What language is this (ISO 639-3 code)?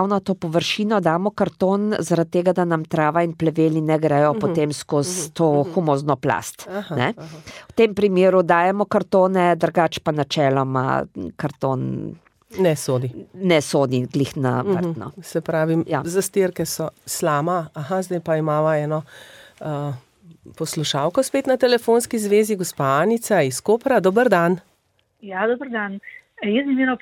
slv